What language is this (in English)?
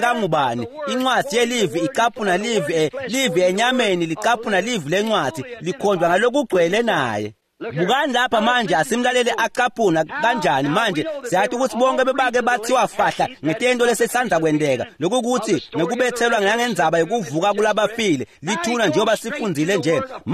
Swati